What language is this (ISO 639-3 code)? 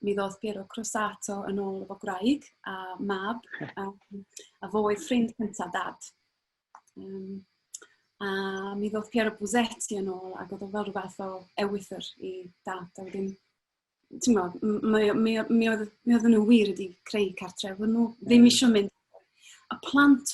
cym